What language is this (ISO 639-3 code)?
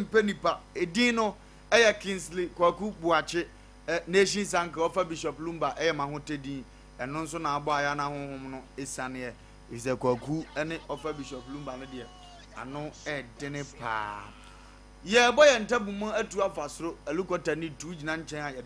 aka